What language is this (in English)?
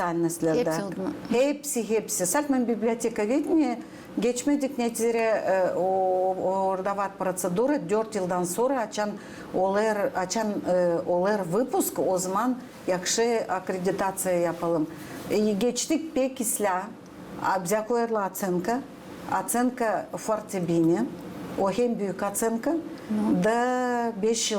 Gagauz